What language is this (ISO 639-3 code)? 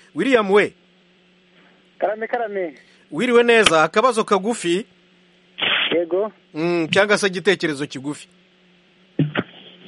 kin